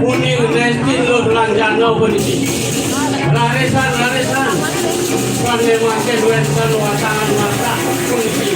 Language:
Balinese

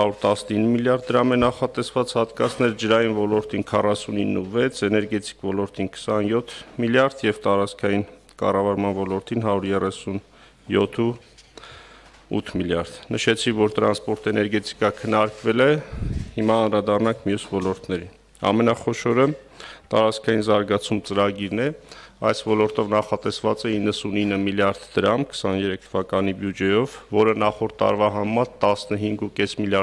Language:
Armenian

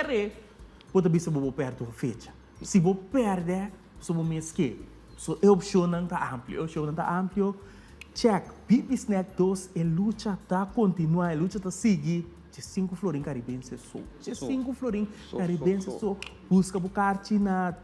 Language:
Papiamento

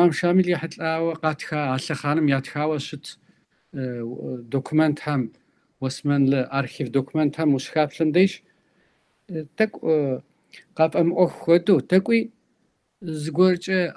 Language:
Kabardian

